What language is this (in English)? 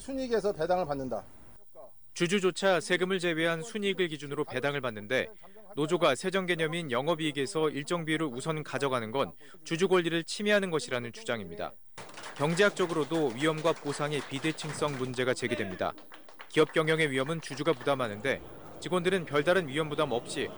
Korean